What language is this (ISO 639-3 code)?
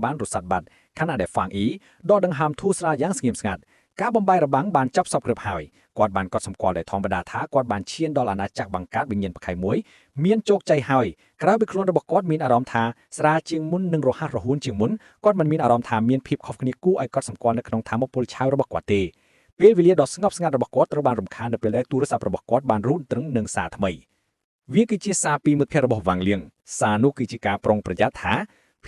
khm